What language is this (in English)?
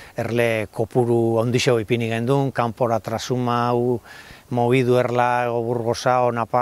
Basque